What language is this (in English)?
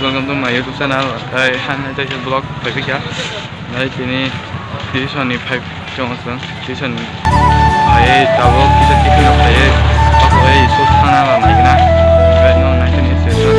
Kok Borok